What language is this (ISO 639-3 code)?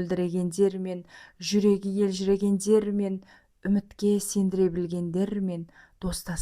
kaz